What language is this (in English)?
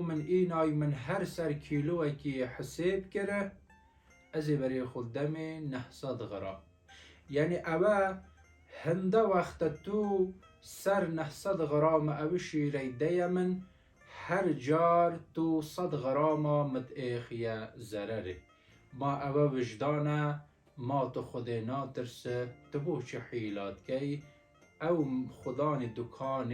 Kurdish